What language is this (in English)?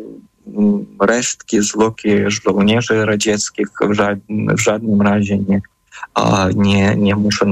Polish